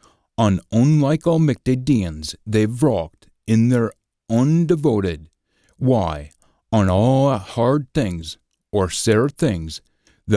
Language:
Scots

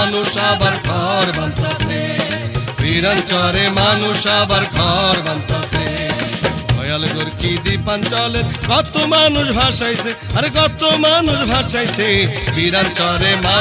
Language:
Bangla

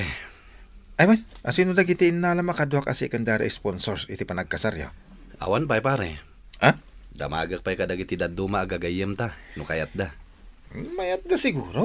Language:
Iloko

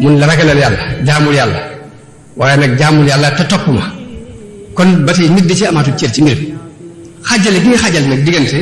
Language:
Wolof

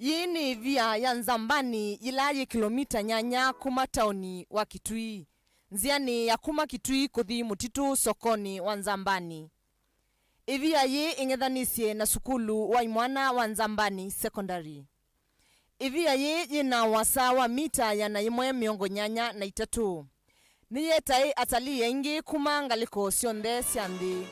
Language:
Kamba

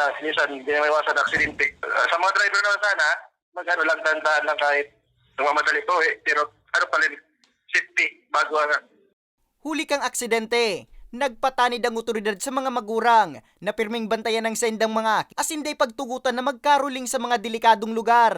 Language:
Bikol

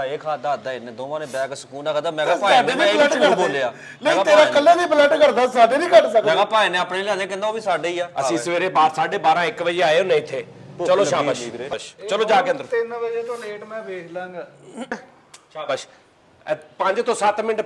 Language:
Punjabi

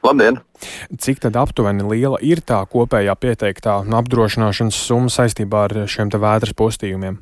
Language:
Latvian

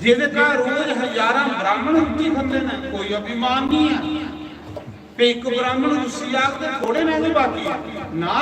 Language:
Dogri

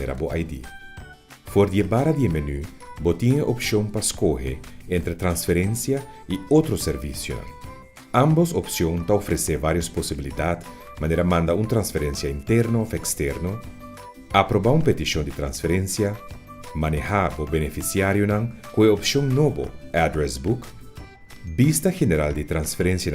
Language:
Papiamento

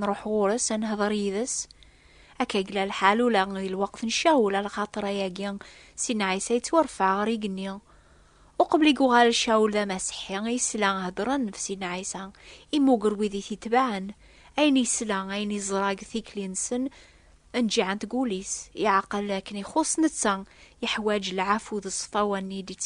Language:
Kabyle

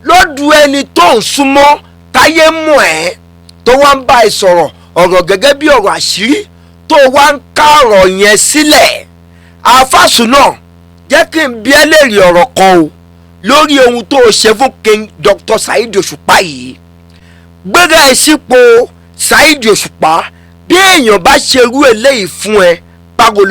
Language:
Yoruba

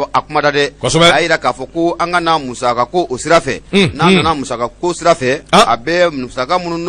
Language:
Bambara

